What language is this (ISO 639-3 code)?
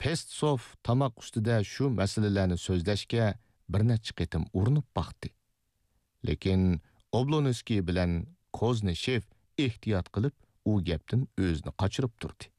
uig